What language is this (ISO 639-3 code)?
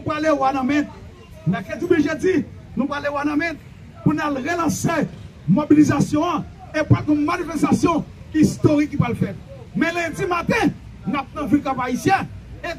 hat